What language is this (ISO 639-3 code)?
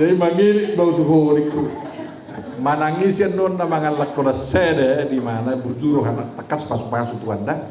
bbc